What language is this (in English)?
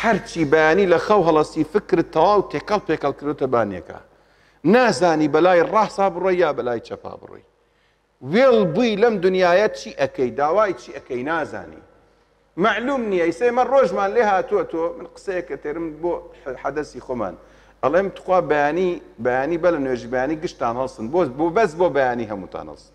Central Kurdish